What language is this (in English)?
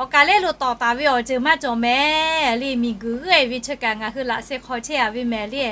Lahu